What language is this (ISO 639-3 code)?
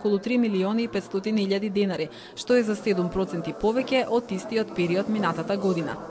mkd